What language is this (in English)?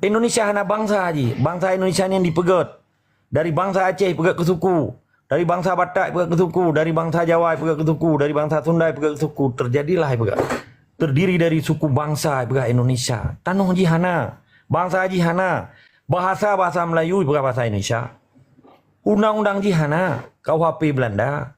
Achinese